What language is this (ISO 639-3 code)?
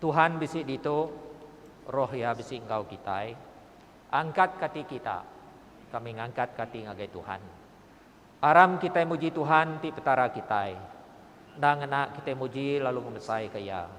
iba